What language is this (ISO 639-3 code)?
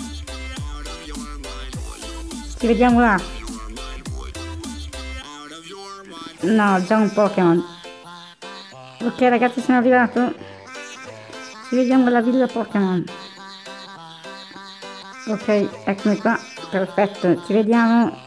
ita